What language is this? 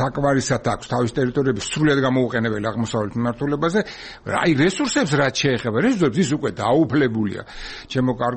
Georgian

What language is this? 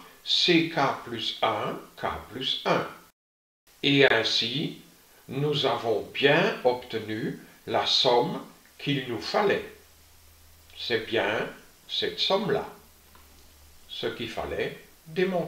French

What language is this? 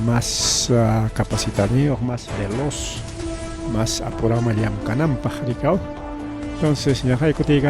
Ayacucho Quechua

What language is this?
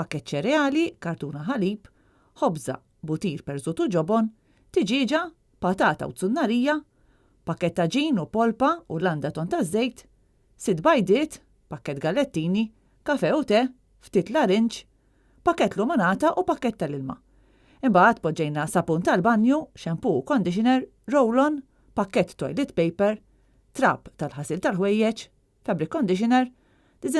Maltese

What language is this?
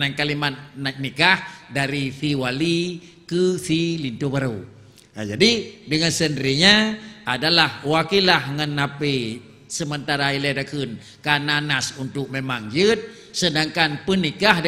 Achinese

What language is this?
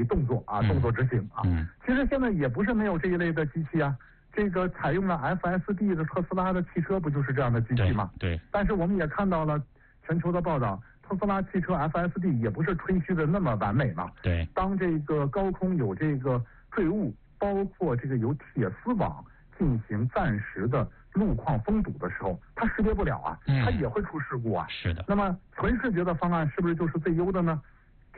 Chinese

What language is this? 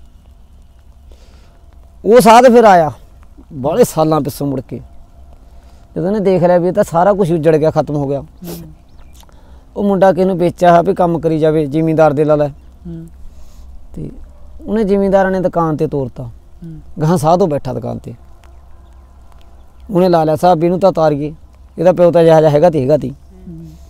Punjabi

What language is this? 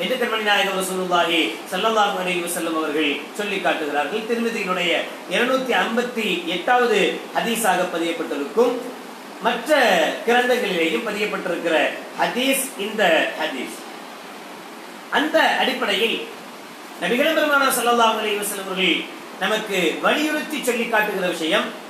Tamil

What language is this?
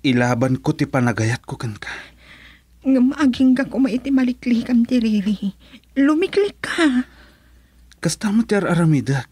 Iloko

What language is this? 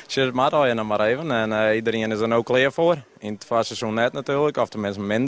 Western Frisian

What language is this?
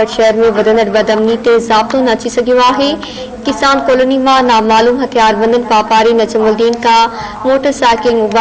Sindhi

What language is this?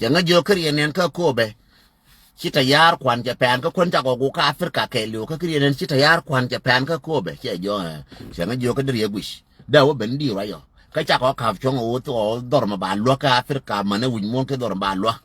Nuer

